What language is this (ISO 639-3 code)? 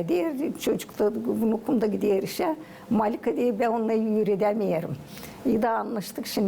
gag